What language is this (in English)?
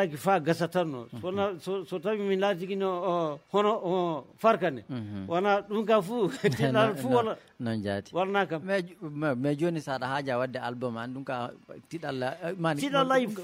Fula